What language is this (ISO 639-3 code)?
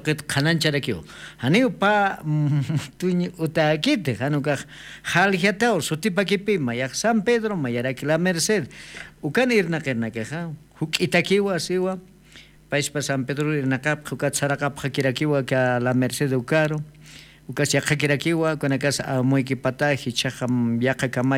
aym